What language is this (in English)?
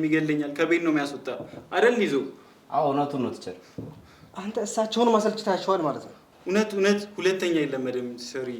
Amharic